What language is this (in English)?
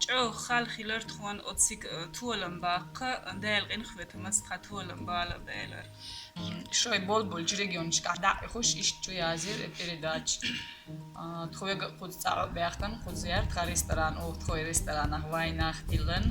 Chechen